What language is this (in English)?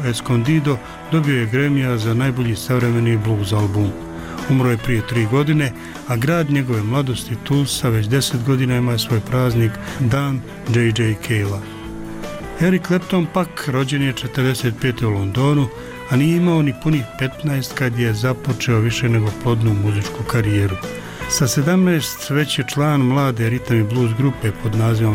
Bosnian